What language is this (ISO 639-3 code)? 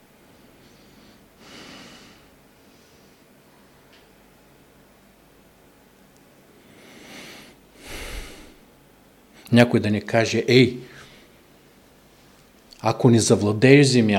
bul